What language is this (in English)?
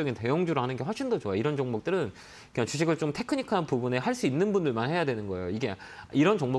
Korean